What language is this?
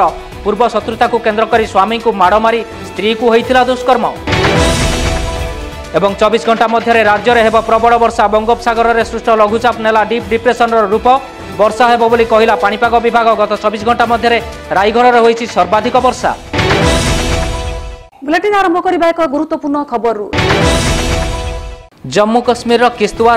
Odia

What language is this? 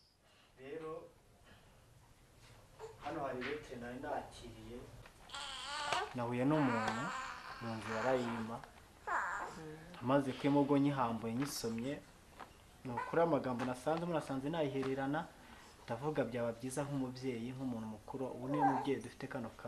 Kinyarwanda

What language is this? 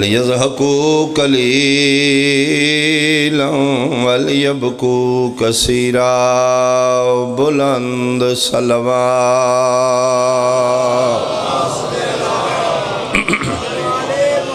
Pahari-Potwari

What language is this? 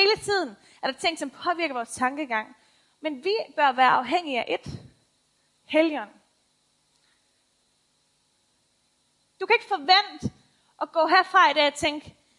Danish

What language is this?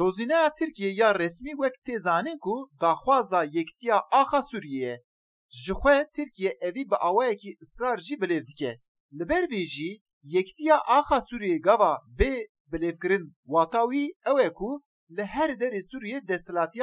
Kurdish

